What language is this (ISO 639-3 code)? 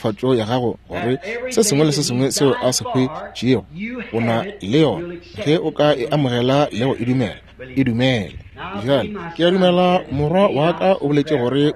nso